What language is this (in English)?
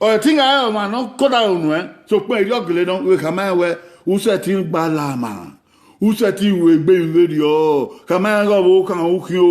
Bini